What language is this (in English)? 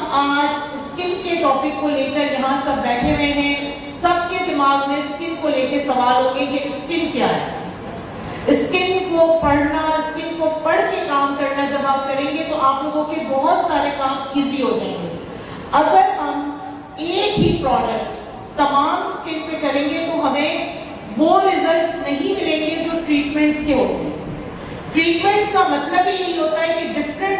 Urdu